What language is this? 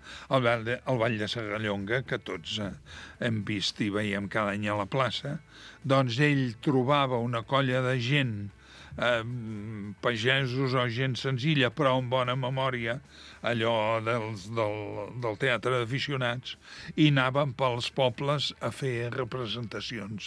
Catalan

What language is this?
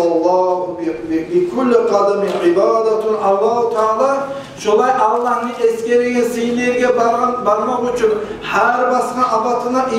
Kumyk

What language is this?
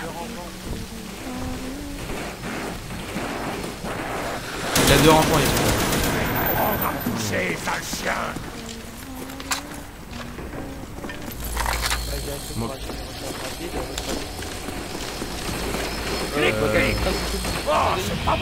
French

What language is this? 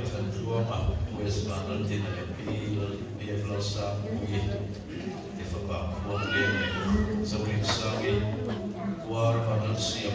Mizo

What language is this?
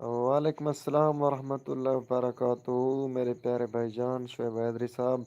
Saraiki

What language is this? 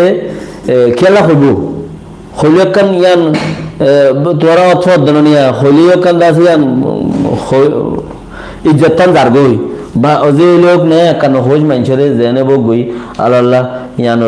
Rohingya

